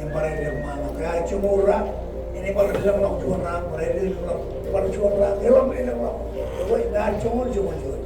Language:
Marshallese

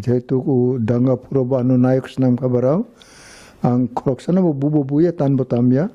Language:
Kok Borok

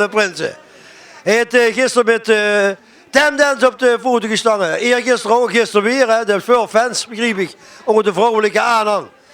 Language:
Limburgish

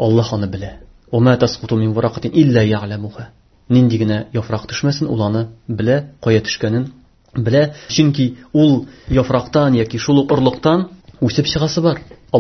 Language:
Tatar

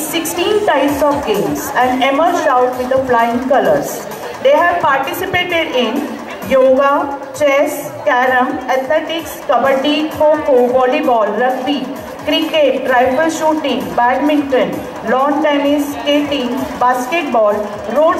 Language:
English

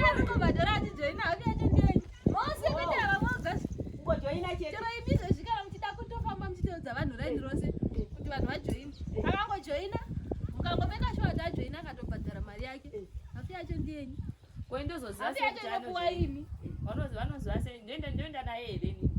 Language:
Shona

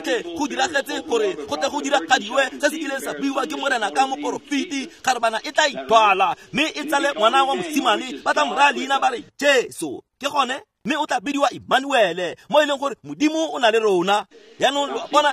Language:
Tswana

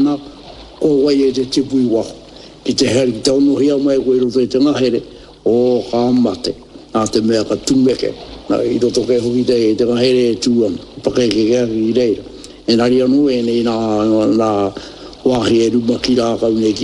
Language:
Māori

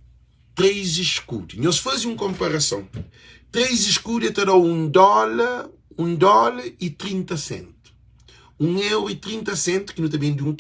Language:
Kabuverdianu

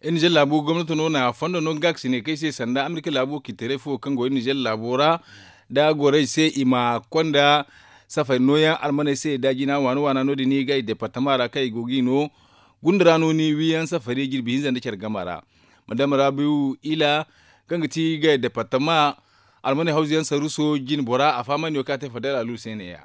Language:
Zarma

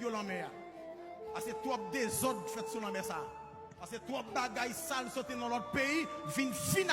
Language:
Haitian Creole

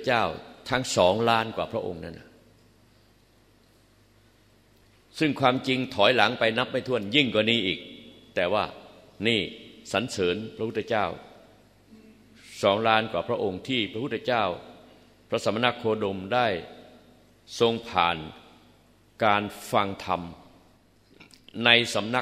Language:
Thai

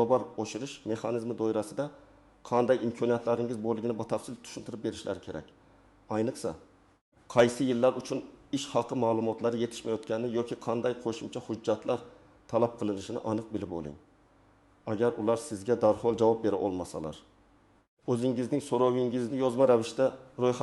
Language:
Uzbek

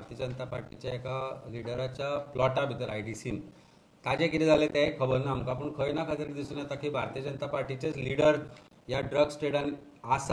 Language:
Konkani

